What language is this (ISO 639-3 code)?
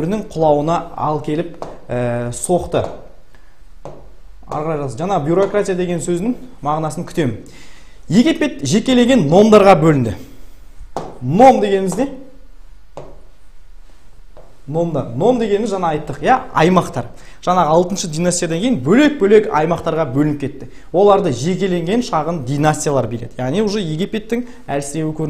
kaz